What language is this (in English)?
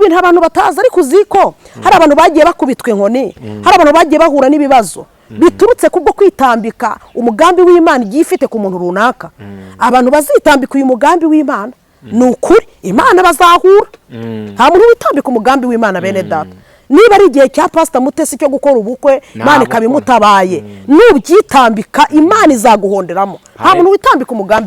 Kinyarwanda